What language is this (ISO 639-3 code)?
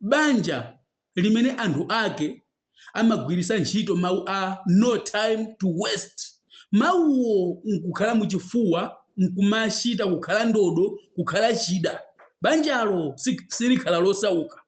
nya